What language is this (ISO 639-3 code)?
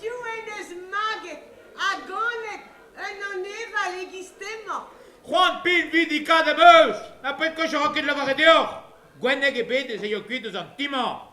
bre